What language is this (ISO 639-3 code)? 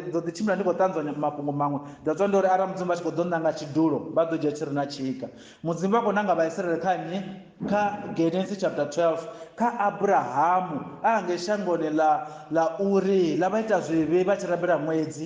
ven